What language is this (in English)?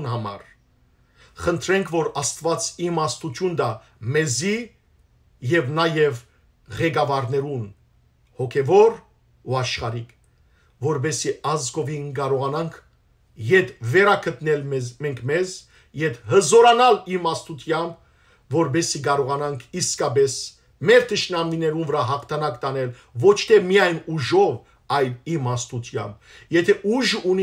Western Armenian